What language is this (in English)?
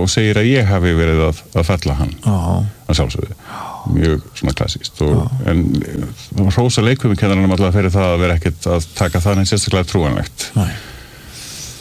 Icelandic